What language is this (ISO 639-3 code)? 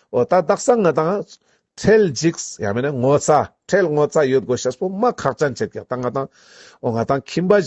lbj